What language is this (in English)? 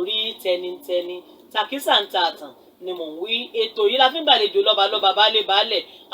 Yoruba